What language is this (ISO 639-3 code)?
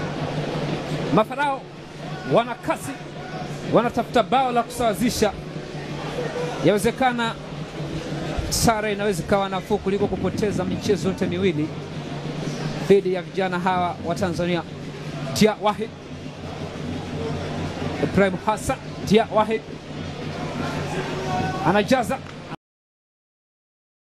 swa